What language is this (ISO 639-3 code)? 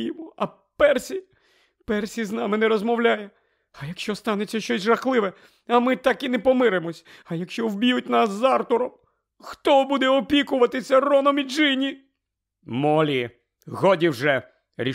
ukr